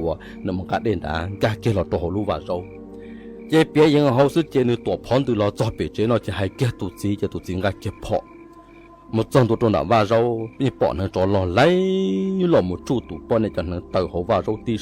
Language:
Hmong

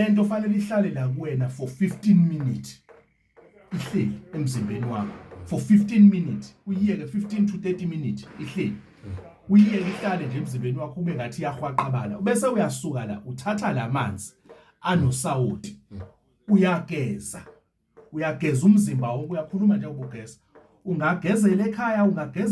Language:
Zulu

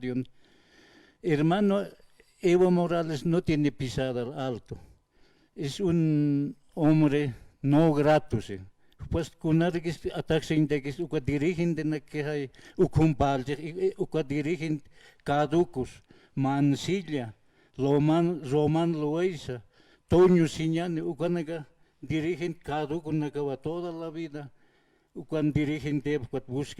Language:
Aymara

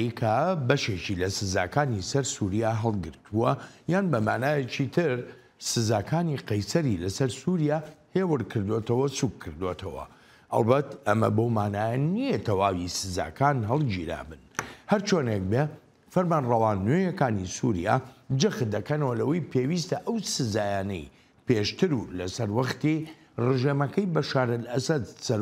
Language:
Central Kurdish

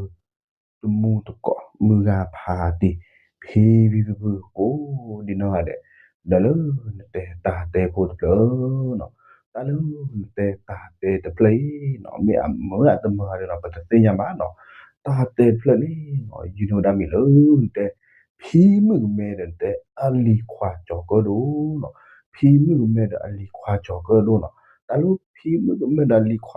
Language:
S'gaw Karen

